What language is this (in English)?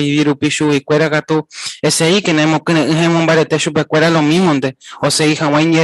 Guarani